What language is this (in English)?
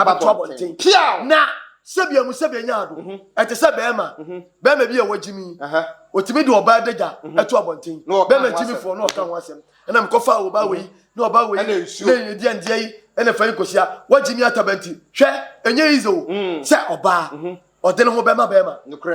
Akan